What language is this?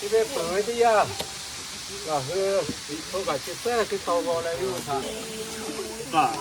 Lahu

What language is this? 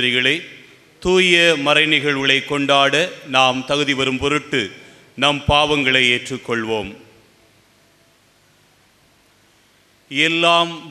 Tamil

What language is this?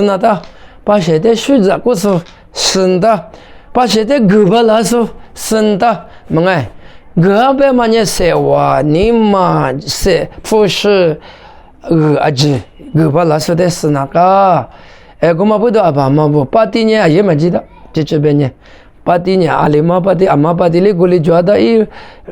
Lisu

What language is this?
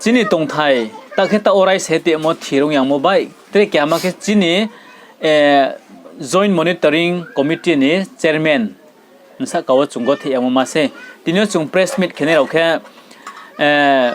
Riang (India)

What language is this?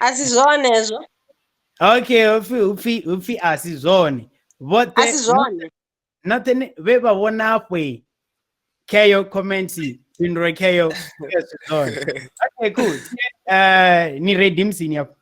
Venda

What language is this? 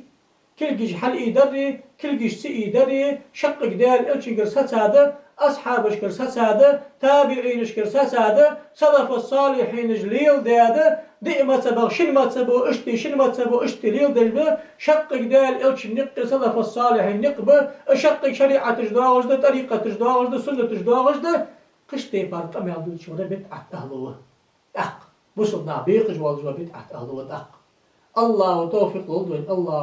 Ingush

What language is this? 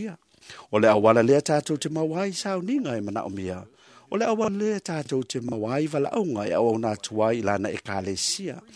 Samoan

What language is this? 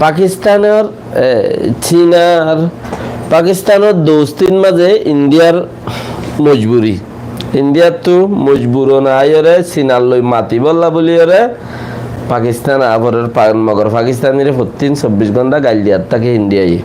Rohingya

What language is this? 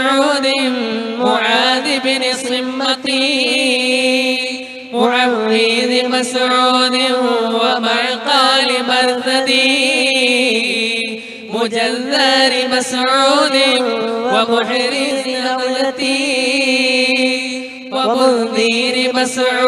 Malayalam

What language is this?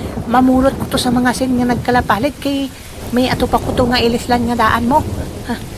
Hiligaynon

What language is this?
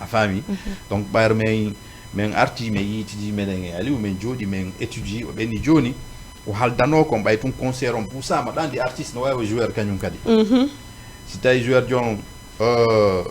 Fula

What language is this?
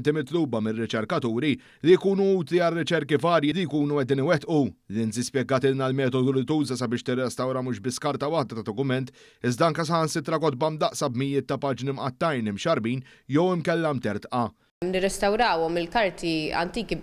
Maltese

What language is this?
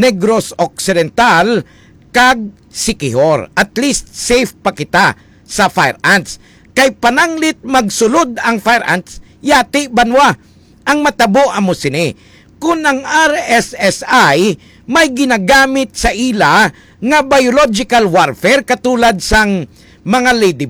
Hiligaynon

